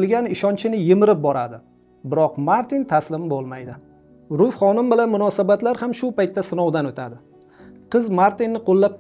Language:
Uzbek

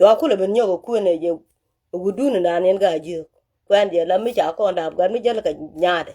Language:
Nuer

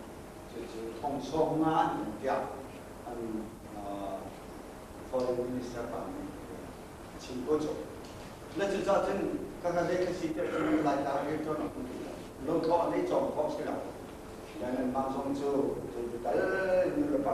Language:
Hakha Chin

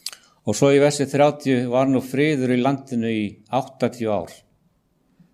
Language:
Icelandic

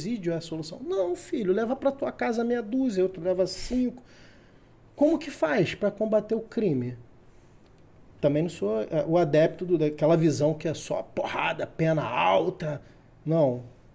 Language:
Portuguese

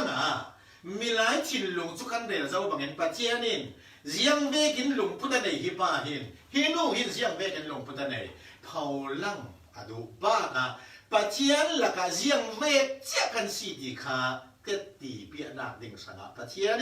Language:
Falam Chin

